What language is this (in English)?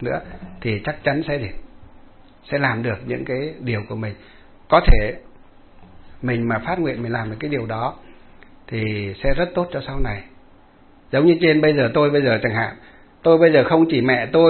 Vietnamese